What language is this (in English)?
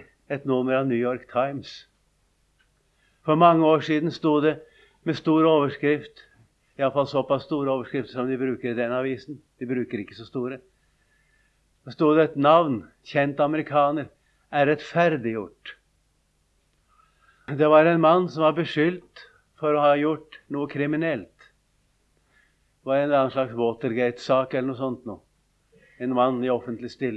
Norwegian